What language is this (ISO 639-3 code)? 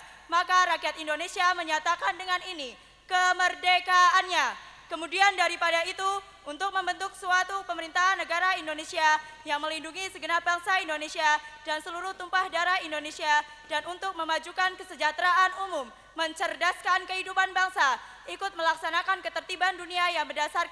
ind